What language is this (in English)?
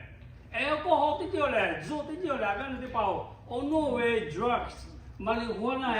Lahu